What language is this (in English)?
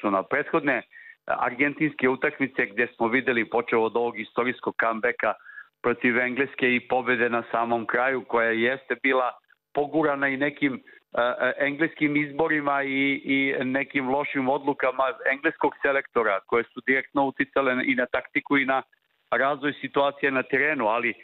Serbian